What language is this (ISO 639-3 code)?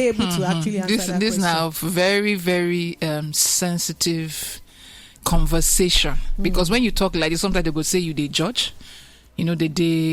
pcm